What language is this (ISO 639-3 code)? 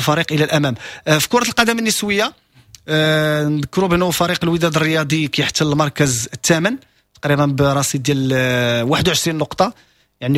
ary